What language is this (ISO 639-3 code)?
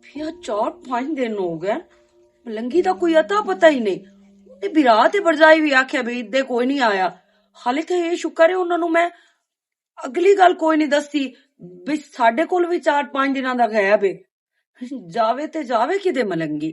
lah